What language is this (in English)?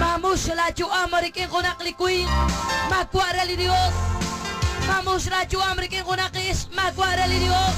Kekchí